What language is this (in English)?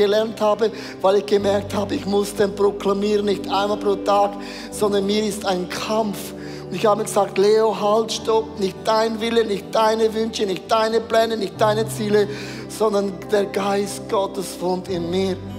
Swiss German